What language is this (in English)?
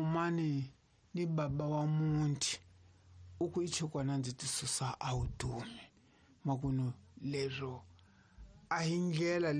Tsonga